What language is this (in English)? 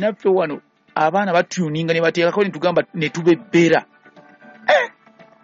Ganda